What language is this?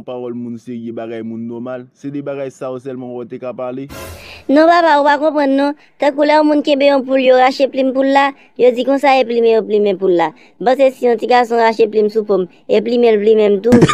Haitian Creole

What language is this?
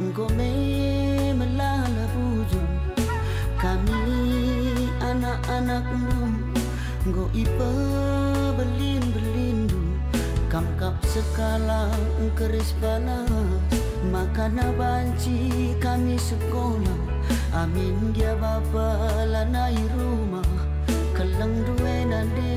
Batak Karo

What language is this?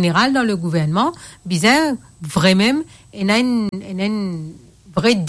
Morisyen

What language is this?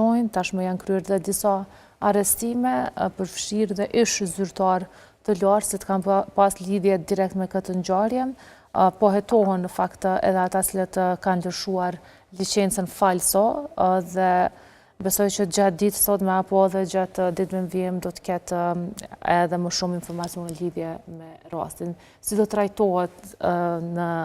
Albanian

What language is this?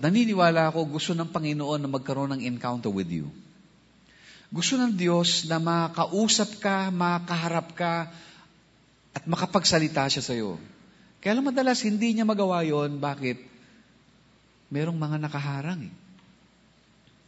Filipino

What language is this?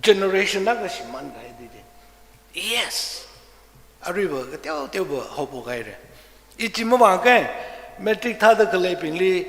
Tangkhul Naga (India)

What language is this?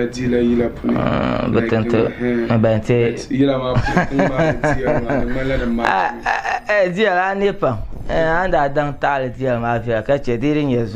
Dagbani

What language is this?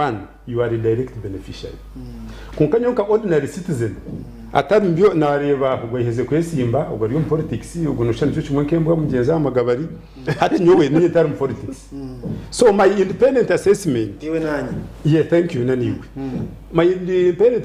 Nyankole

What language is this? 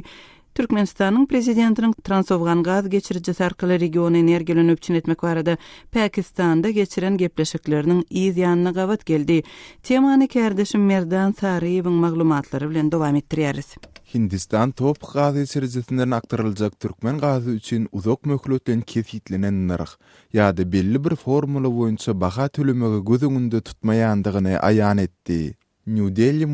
Turkmen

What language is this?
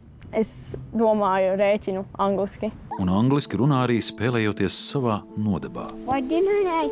Latvian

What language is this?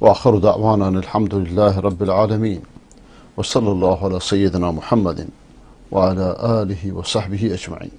Persian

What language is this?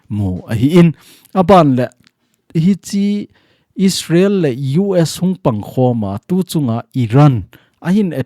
Thado Chin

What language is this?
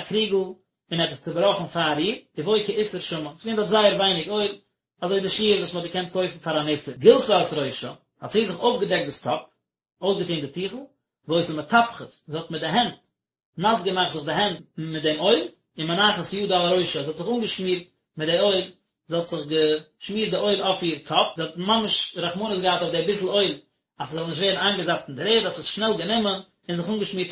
Yiddish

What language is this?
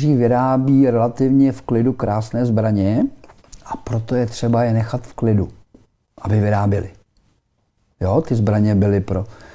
Czech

